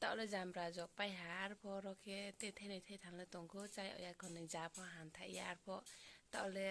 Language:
Riang (India)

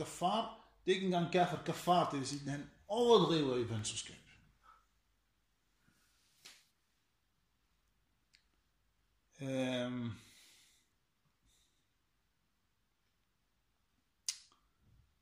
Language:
Danish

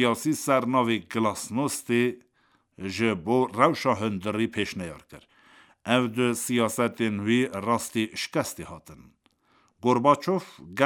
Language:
Kurdish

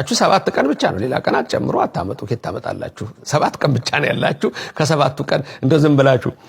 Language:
Amharic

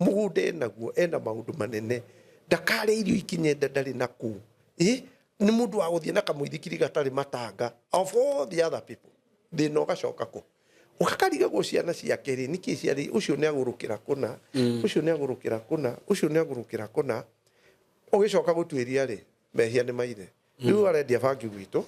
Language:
Kikuyu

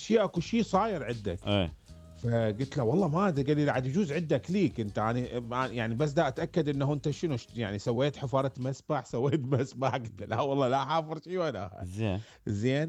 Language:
Mesopotamian Arabic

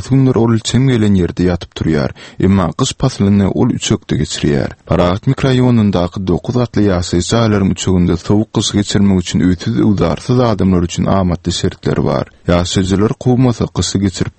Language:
Turkmen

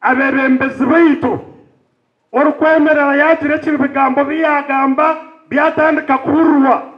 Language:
Nyankole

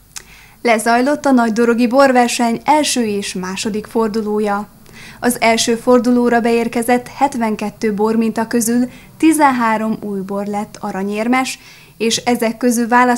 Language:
Hungarian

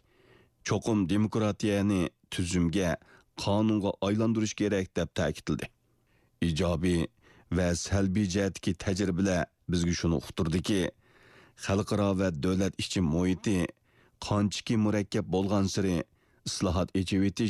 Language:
Uyghur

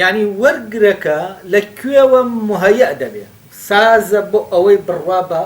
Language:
Central Kurdish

